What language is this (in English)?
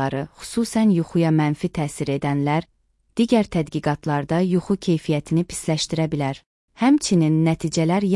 Azerbaijani